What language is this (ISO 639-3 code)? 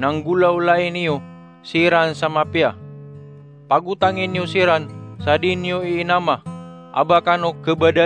mrw